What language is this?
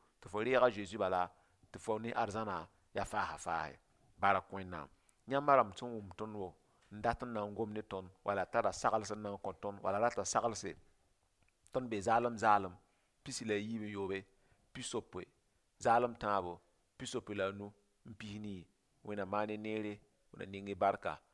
Mossi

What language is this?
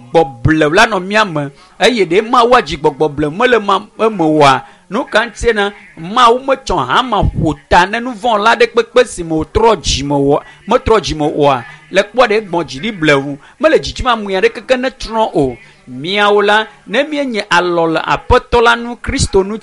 Ewe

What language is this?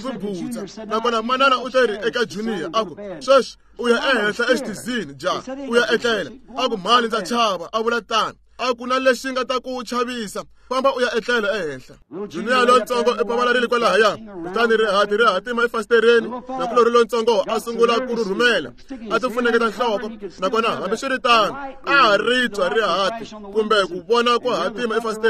Tsonga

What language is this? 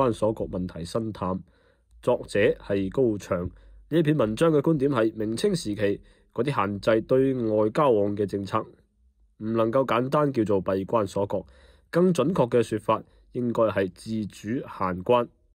Cantonese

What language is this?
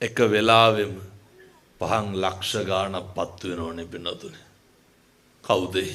Sinhala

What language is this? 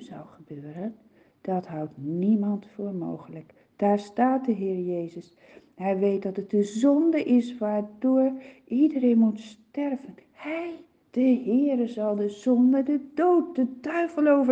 Dutch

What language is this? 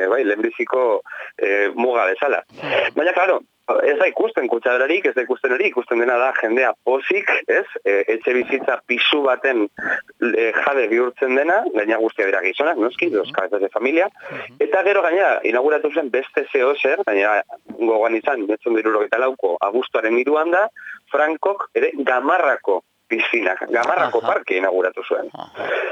Basque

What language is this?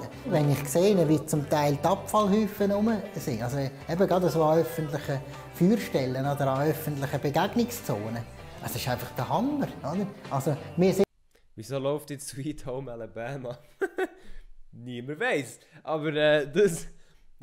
Swiss German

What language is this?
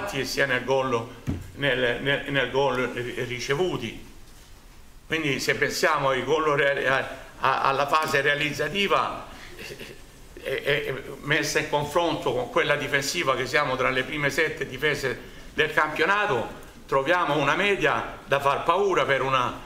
Italian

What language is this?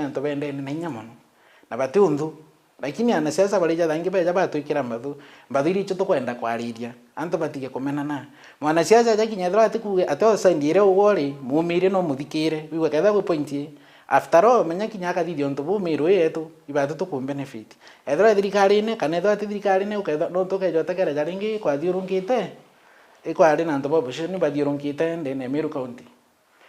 Meru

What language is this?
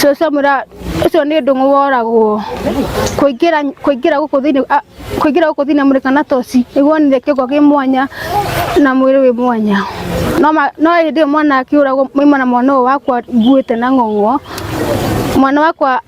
Kikuyu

